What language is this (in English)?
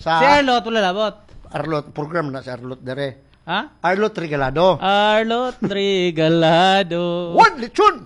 Cebuano